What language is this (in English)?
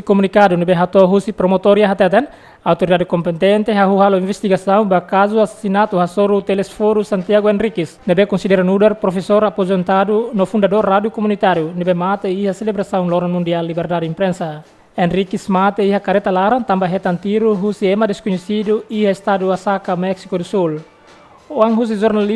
Tetum